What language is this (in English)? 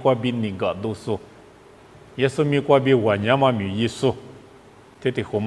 Lisu